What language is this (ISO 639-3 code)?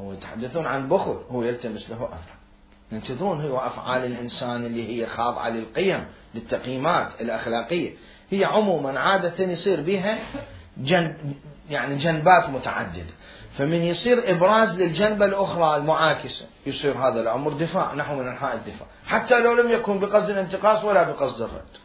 acm